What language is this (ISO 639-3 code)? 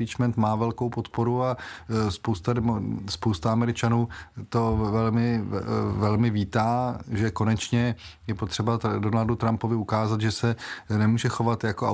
ces